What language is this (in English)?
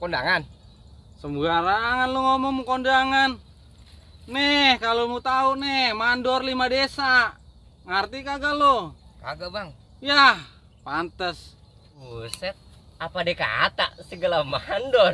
Betawi